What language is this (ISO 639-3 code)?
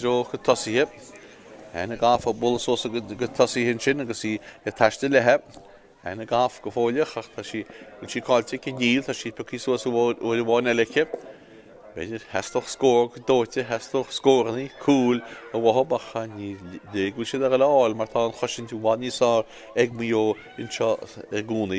gle